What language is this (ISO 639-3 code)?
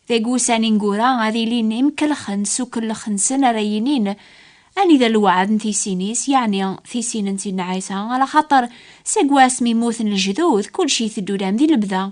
kab